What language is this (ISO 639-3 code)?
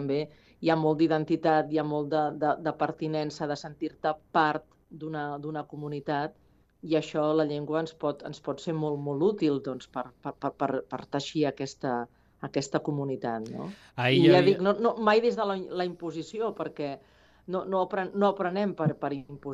cat